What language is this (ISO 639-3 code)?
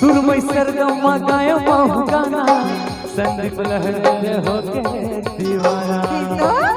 hne